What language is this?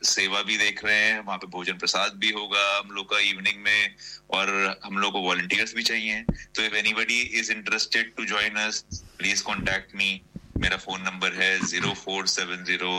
Hindi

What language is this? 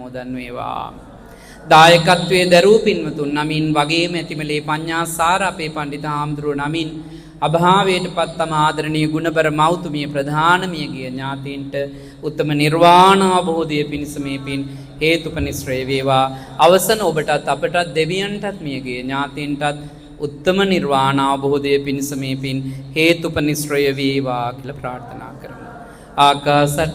Sinhala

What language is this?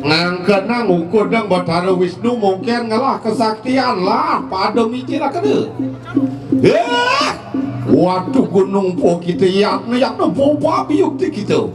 Balinese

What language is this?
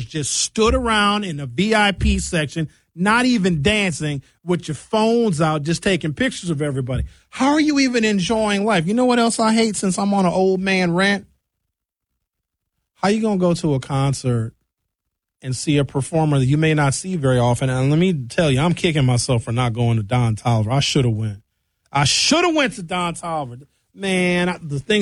English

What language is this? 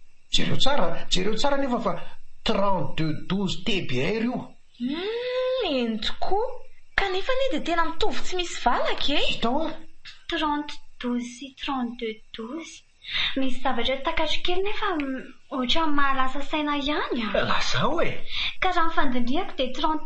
Malagasy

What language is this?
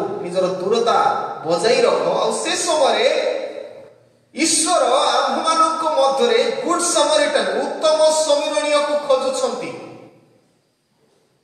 Odia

